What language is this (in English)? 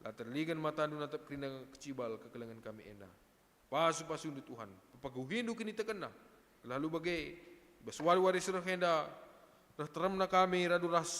Batak Karo